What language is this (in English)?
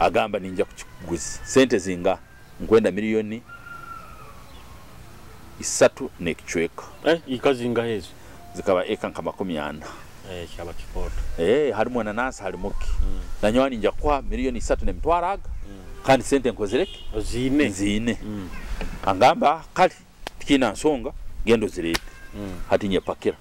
Nyoro